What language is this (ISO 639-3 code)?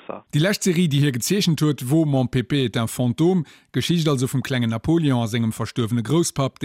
ltz